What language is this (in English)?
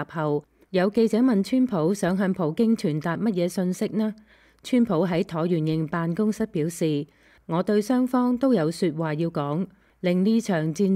Cantonese